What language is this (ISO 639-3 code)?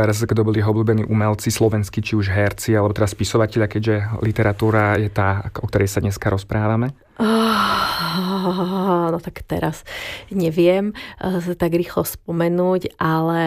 slk